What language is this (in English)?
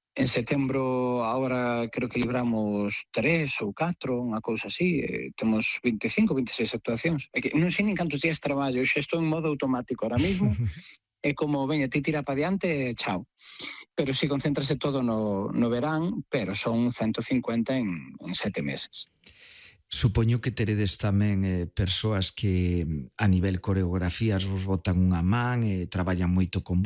Galician